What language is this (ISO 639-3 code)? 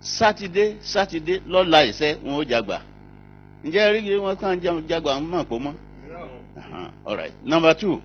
yor